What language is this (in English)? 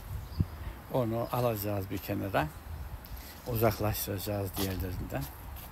Turkish